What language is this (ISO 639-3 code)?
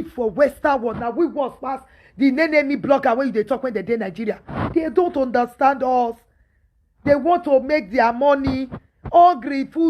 pcm